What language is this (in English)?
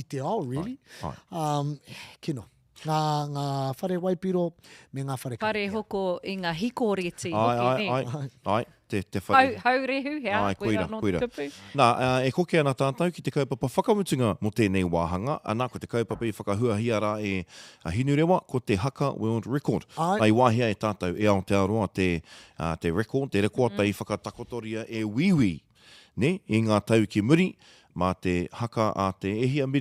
Māori